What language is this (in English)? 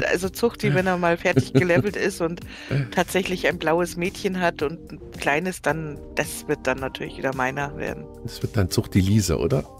German